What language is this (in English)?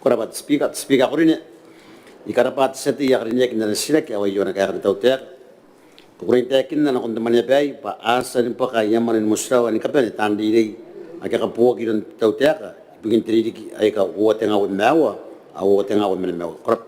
Gilbertese